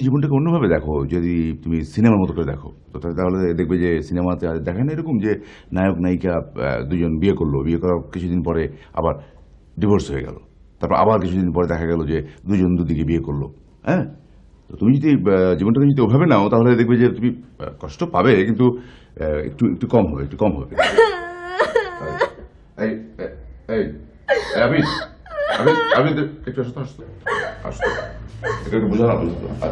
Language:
Bangla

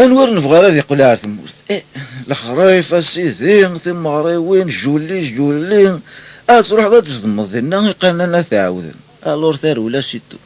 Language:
Kabyle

